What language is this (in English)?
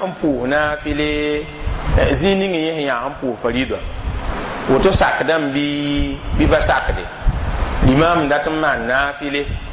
Mossi